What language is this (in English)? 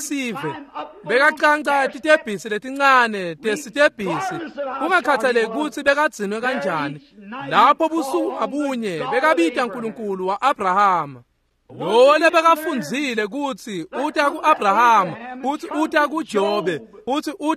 Swati